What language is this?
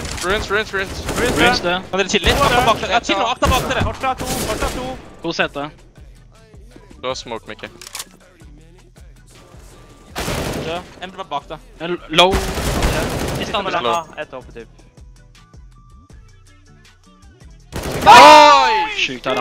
Norwegian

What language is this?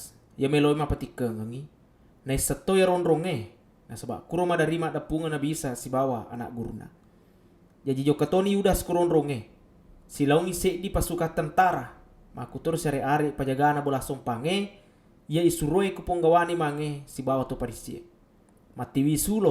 Buginese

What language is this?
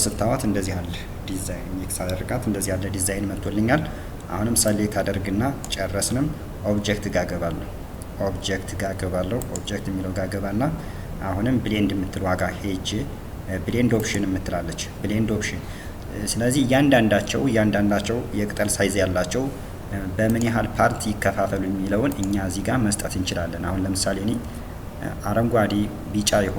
Amharic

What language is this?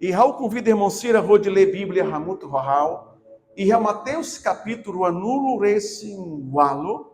Tetum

